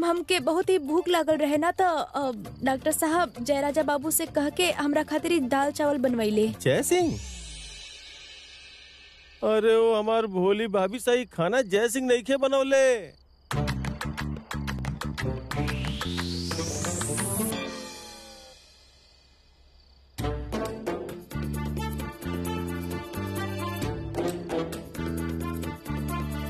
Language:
Bhojpuri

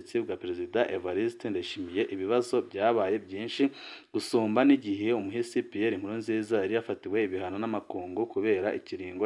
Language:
Rundi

